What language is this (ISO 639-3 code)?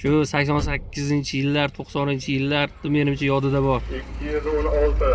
uzb